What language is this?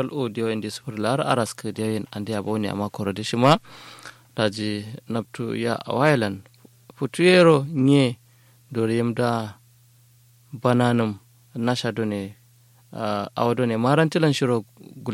Kanuri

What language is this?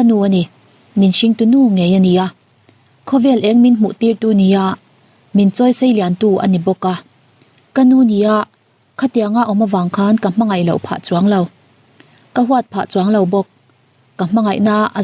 Mizo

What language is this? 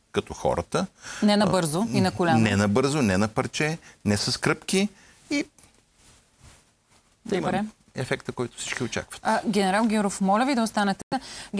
Bulgarian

